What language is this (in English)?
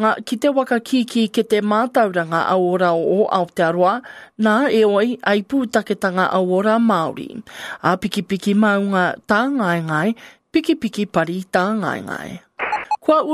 Māori